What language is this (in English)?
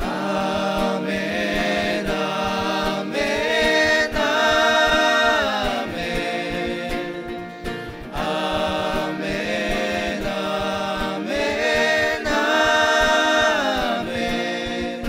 Ao Naga